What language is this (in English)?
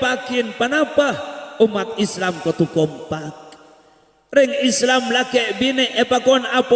Madurese